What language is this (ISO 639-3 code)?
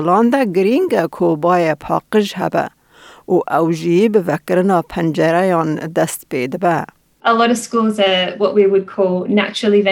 kur